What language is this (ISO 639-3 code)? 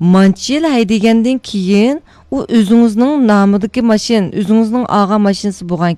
uig